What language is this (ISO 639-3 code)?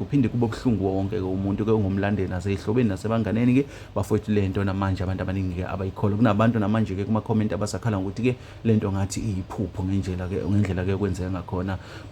zul